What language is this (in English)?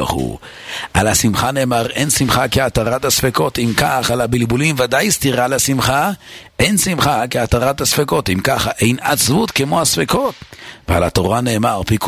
Hebrew